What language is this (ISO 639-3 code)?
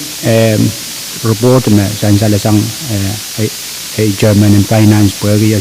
pon